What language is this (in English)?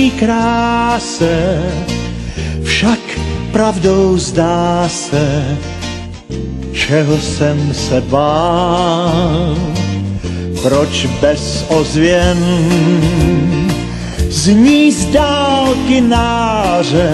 Czech